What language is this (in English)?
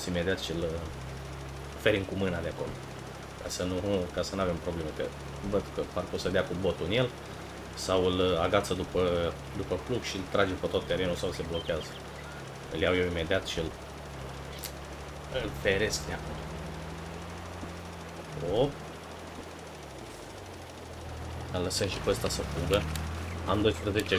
Romanian